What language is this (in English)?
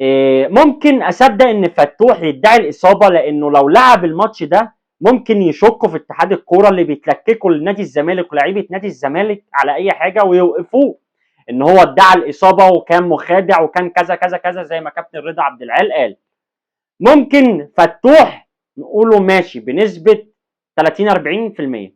Egyptian Arabic